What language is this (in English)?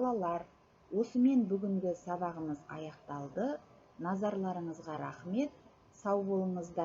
Kazakh